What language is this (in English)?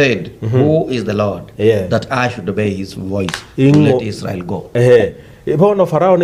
Gusii